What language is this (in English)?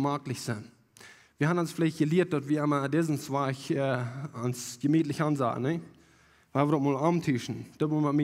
Plautdietsch